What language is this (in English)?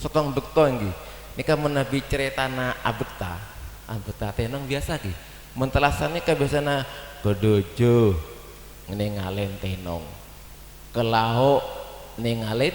Madurese